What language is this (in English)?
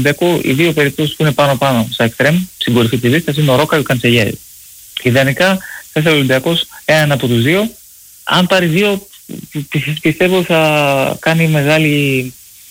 Greek